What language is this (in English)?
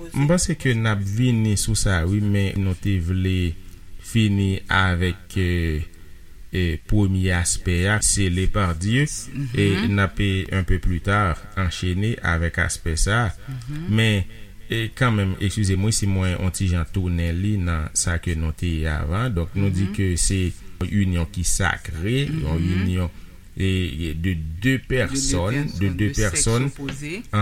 Haitian Creole